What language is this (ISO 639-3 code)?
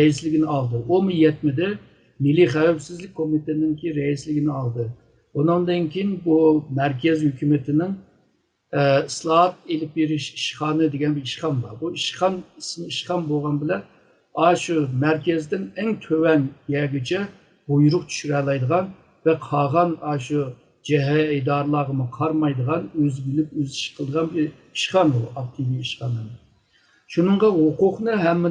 uig